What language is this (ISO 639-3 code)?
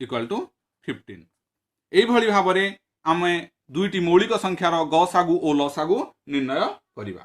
ori